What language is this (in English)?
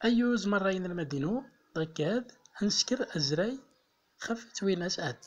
Central Atlas Tamazight